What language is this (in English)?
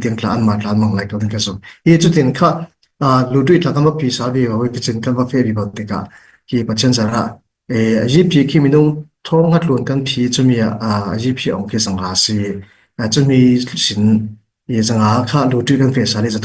Falam Chin